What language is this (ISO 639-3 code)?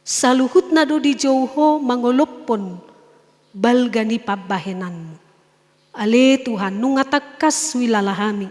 bbc